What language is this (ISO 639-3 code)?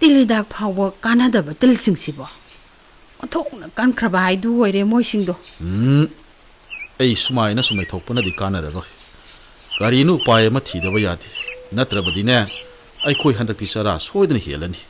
mni